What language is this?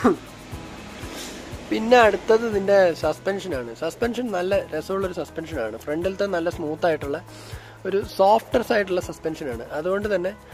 Malayalam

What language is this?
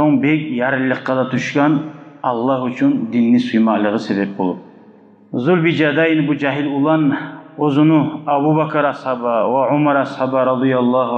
Kumyk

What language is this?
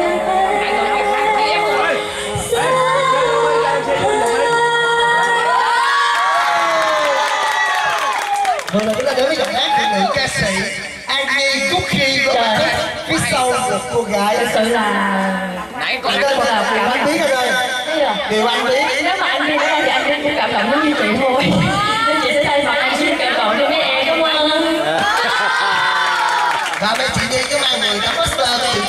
Vietnamese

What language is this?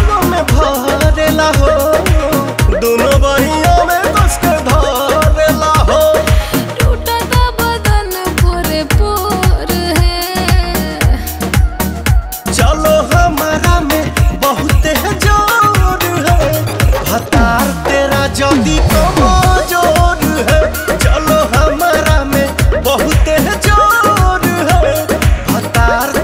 Bhojpuri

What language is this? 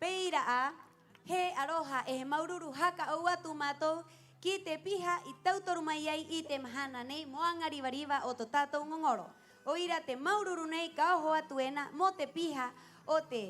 Rapanui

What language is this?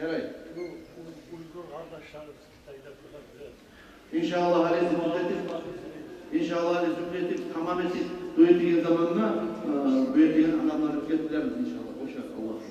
Kumyk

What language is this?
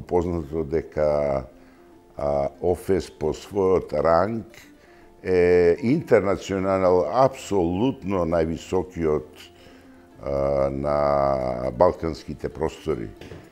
Macedonian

